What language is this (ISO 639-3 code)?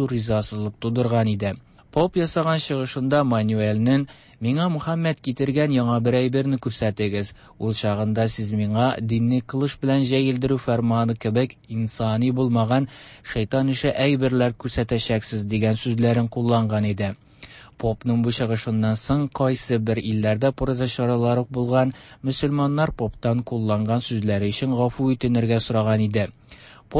tat